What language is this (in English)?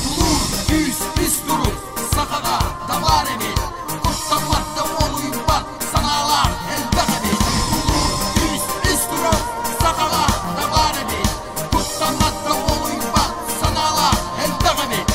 Yakut